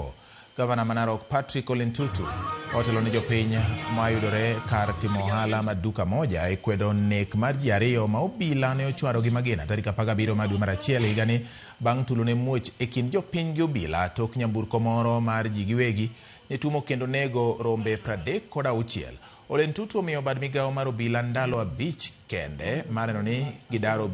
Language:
Luo (Kenya and Tanzania)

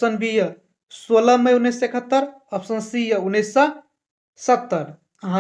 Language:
Maithili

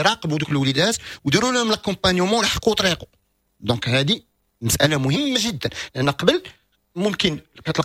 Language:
Moroccan Arabic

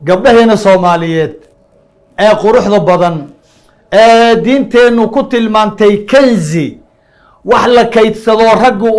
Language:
Somali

